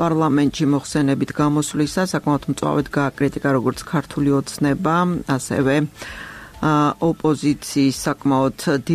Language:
Georgian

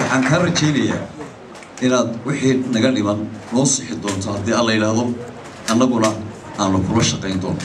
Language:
Somali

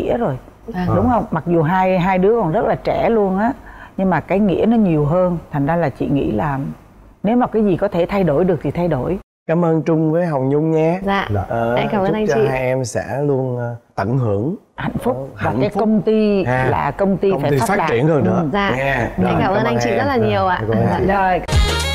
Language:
Vietnamese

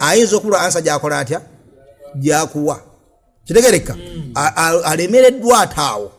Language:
Ganda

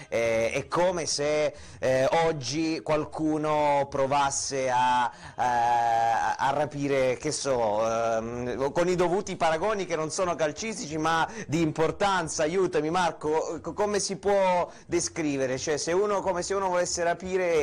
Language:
Italian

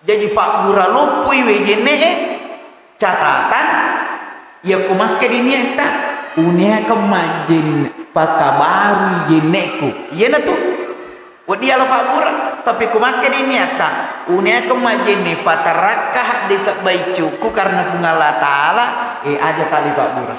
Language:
Buginese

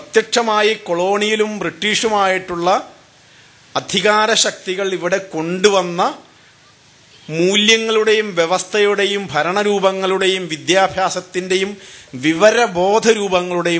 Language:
Malayalam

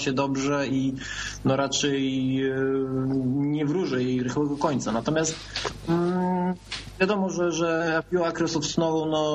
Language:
Polish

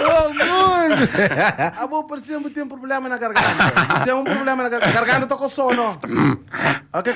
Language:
Kabuverdianu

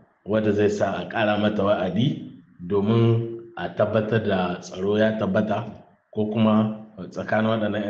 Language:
Hausa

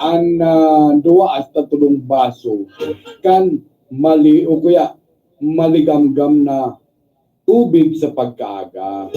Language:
Bikol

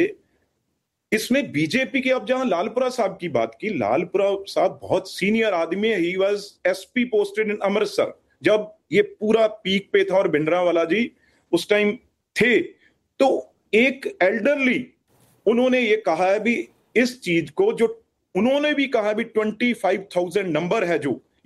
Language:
Hindi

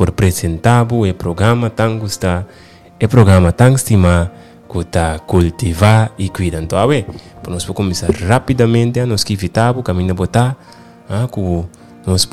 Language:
Papiamento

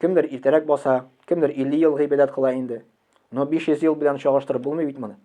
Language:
Tatar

